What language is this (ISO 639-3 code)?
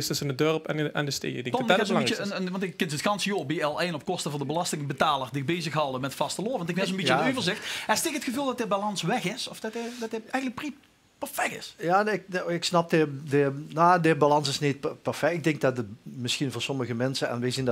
lim